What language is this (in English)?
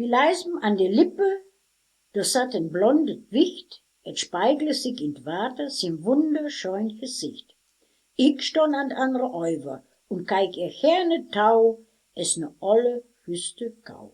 Westphalien